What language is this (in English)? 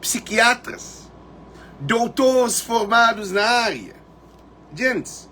Kabuverdianu